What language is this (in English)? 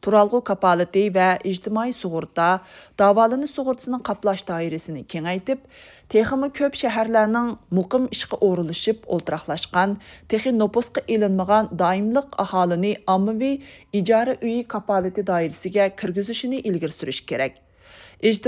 Uyghur